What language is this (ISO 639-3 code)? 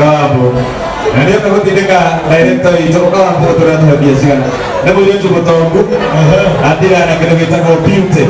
kik